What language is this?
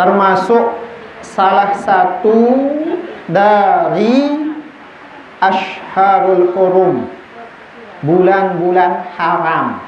Sasak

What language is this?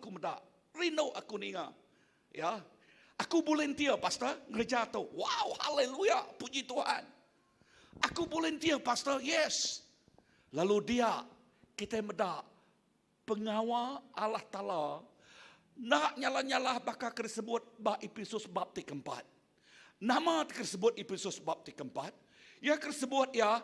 Iban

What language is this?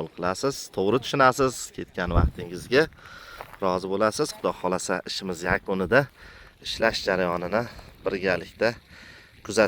Uzbek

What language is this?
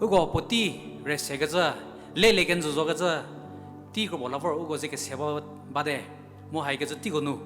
Angami Naga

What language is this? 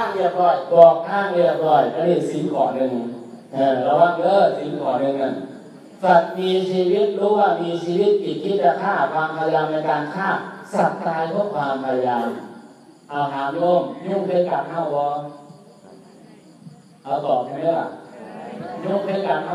Thai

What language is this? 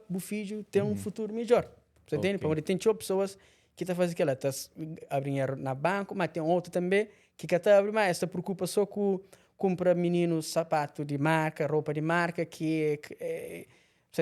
Kabuverdianu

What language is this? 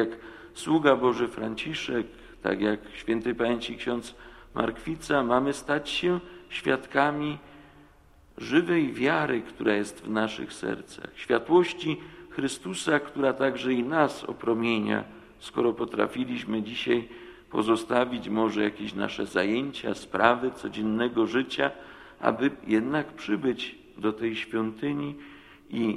Polish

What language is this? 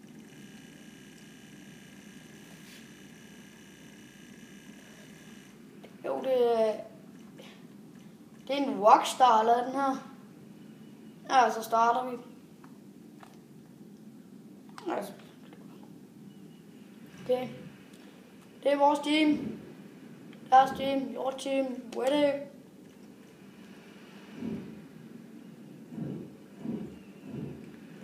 Danish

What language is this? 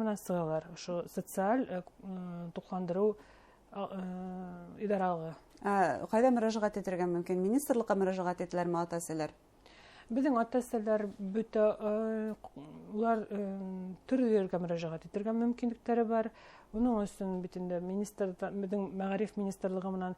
Bashkir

